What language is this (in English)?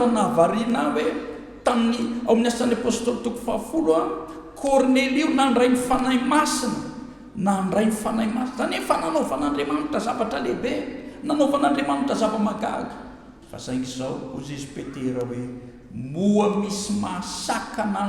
Malagasy